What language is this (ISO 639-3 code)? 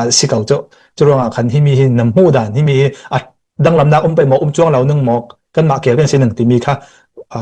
cnh